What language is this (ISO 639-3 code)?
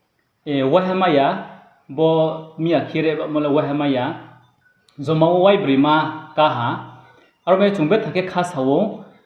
ria